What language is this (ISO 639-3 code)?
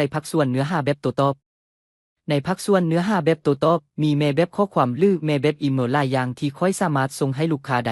lao